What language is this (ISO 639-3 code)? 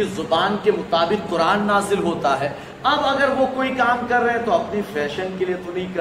urd